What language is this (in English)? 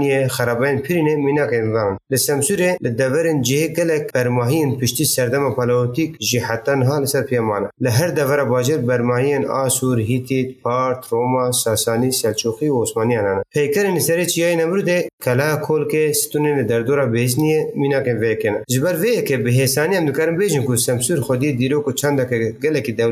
Kurdish